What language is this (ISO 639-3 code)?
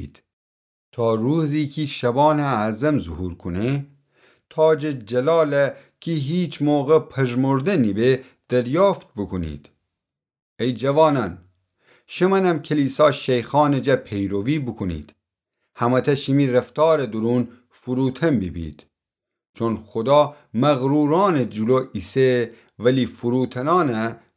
glk